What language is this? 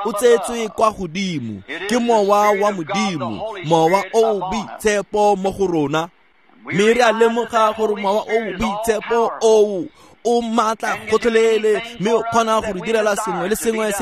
Tswana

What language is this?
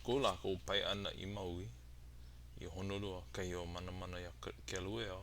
Hawaiian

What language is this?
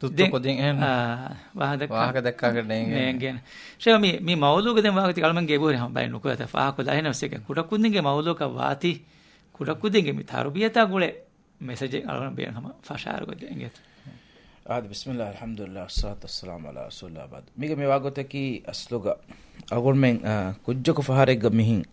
Divehi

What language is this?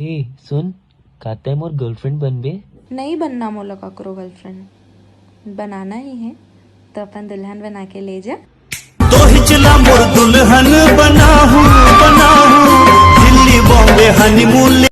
Chhattisgarhi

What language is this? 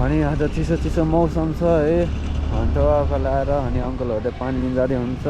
Nepali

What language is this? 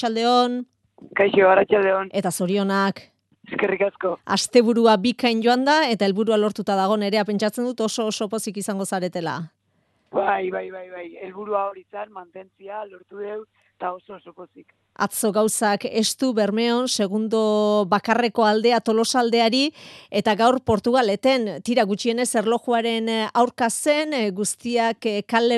Basque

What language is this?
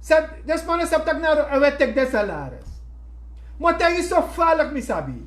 Sranan Tongo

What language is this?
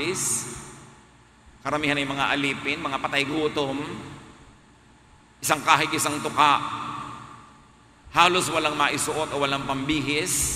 Filipino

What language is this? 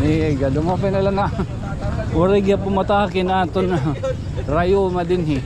Waray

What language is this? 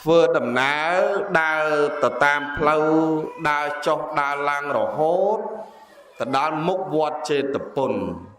Khmer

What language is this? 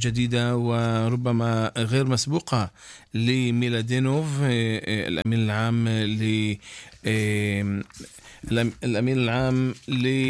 Arabic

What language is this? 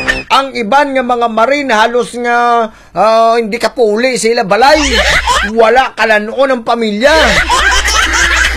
Hiligaynon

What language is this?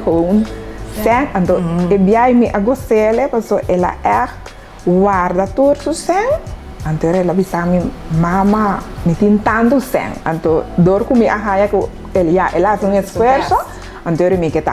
Papiamento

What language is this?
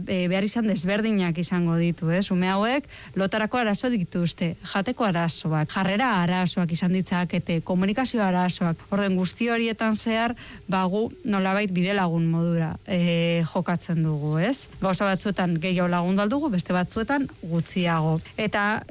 Basque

